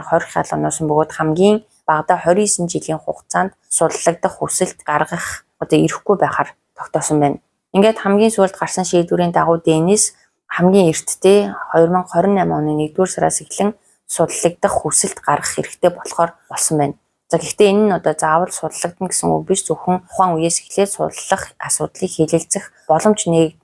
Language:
Mongolian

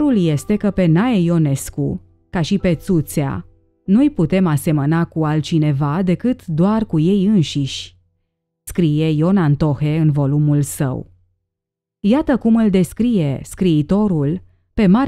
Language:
Romanian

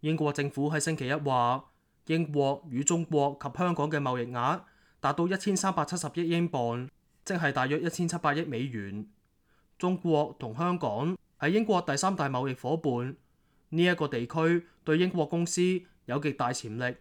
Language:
Cantonese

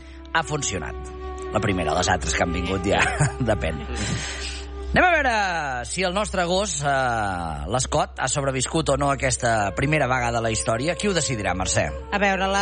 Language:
Catalan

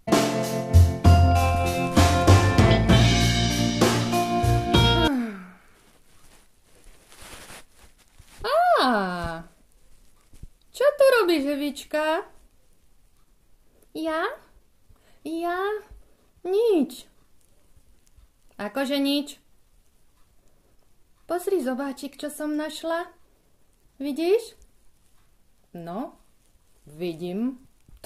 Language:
Slovak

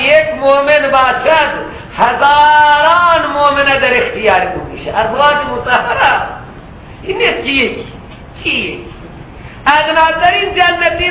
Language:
Persian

